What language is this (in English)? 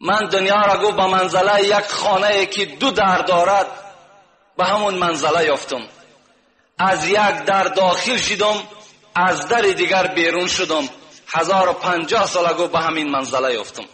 Tajik